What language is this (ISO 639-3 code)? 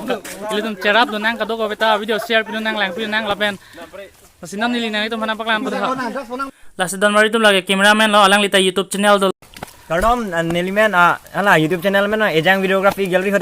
mjw